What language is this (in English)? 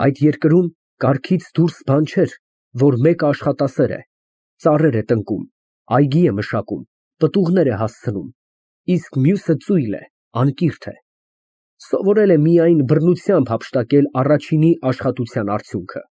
Armenian